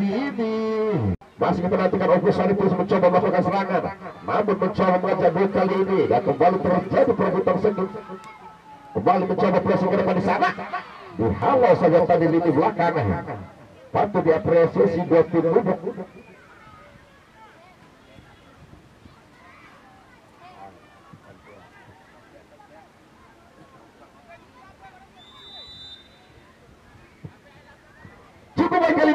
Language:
Indonesian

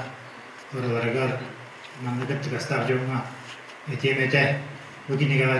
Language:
Yakut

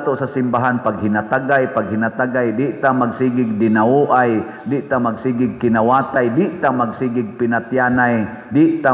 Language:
Cebuano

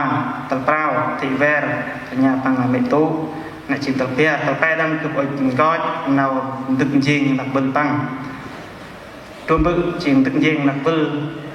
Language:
Central Mnong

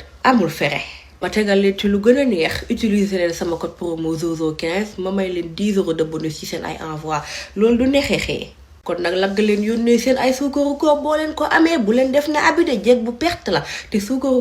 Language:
Wolof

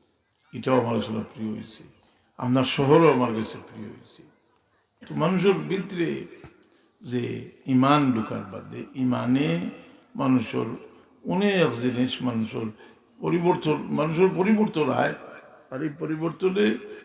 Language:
Sylheti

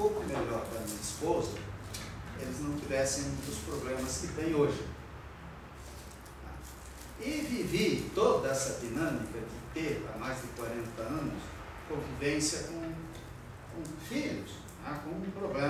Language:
Portuguese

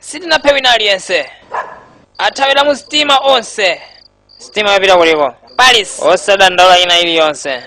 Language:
Nyanja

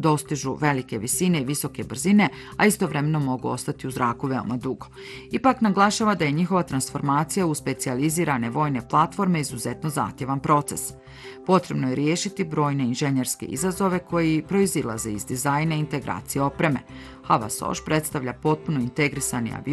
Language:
Bosnian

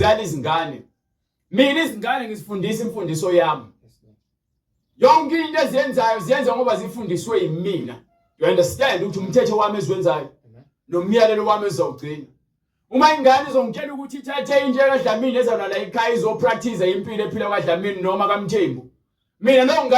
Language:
Zulu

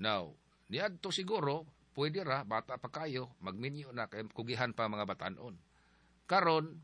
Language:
Cebuano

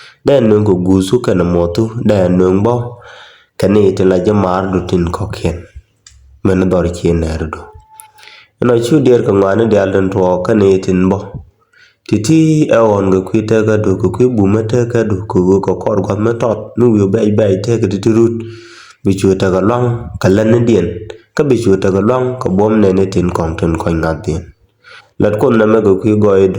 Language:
Nuer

